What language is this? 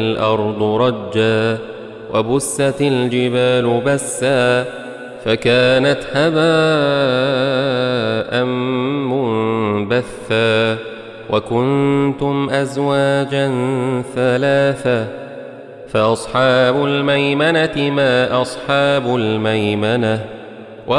Arabic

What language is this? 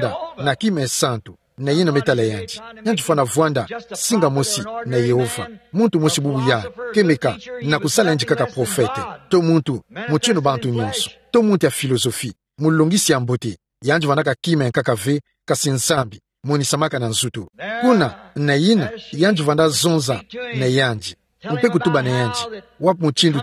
Kituba (Democratic Republic of Congo)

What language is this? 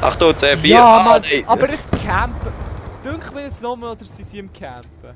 Swiss German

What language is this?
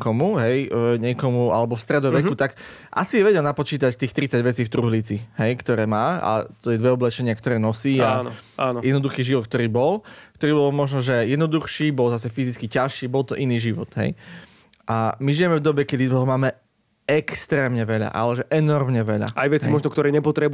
Slovak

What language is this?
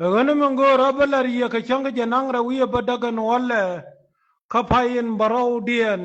Nuer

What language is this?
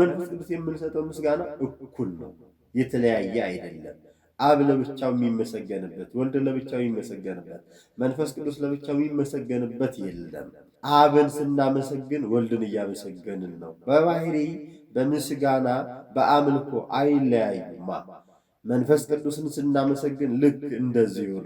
Amharic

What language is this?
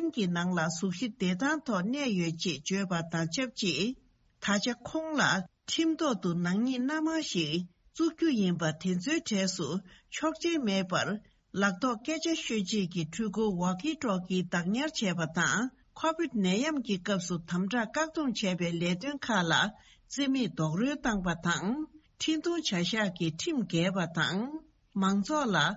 Tibetan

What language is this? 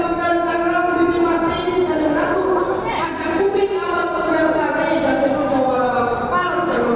Betawi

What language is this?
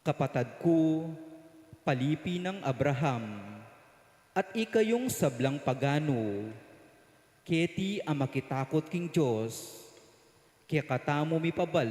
Pampanga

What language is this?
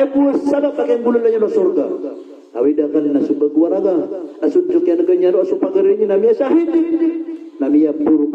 Maranao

